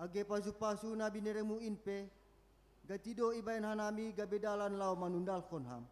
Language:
Batak Simalungun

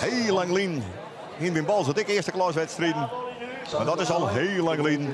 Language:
Western Frisian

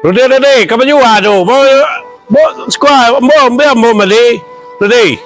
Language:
Minangkabau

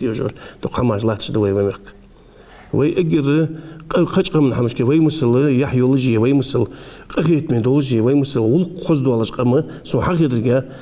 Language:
Ingush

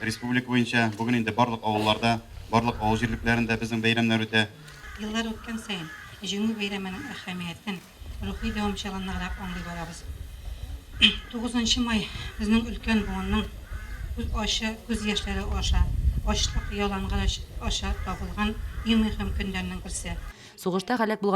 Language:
Tatar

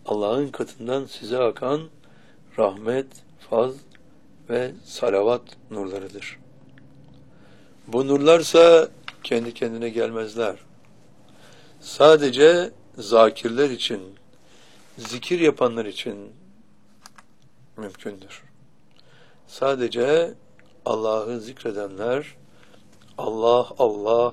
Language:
Turkish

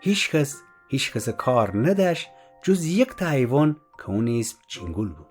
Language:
Gilaki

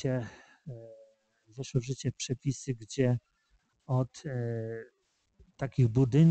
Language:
Polish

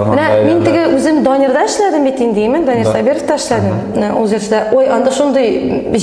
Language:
Tatar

